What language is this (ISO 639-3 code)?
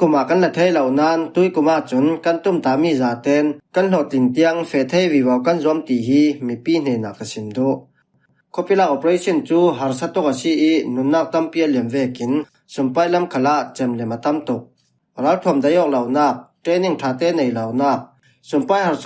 cfm